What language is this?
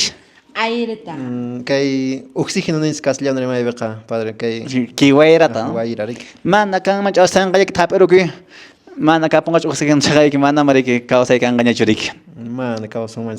Quechua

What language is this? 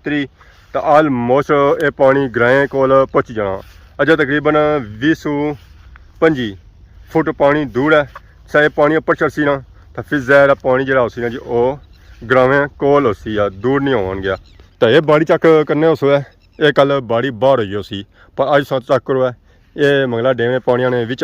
Pahari-Potwari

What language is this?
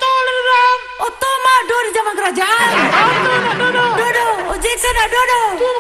Minangkabau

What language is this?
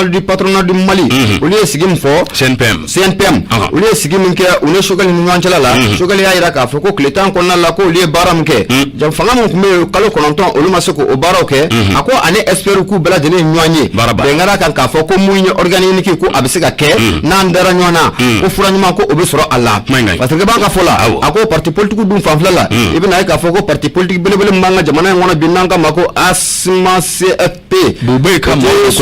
Bambara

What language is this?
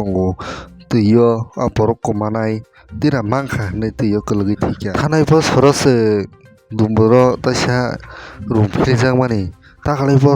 Kok Borok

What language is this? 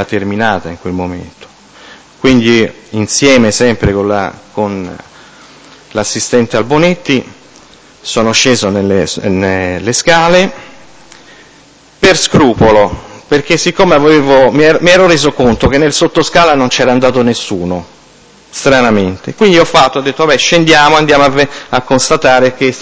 Italian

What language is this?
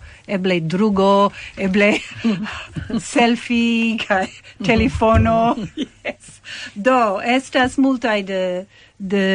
Esperanto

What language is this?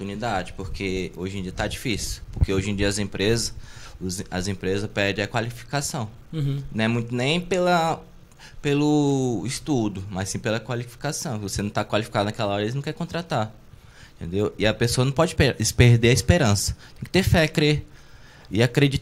Portuguese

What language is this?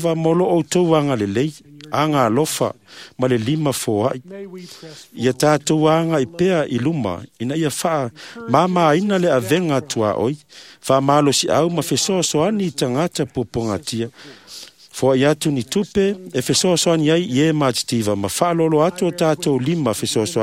Samoan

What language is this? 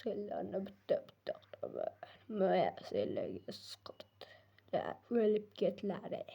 Uzbek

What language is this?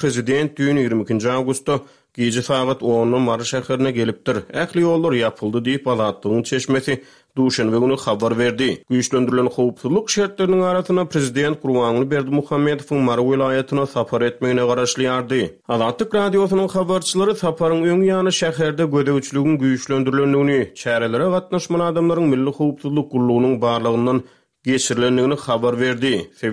Turkmen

